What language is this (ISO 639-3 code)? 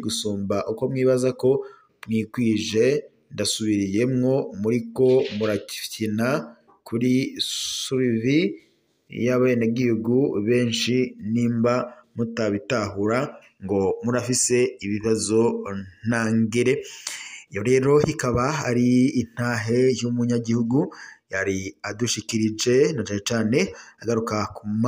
run